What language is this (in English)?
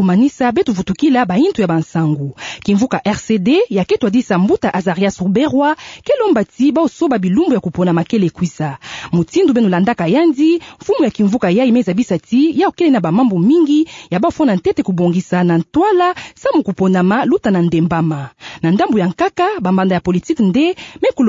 Kituba (Democratic Republic of Congo)